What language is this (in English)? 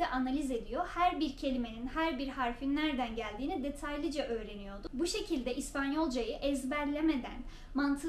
Turkish